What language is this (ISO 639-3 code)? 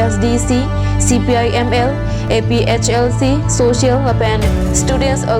mjw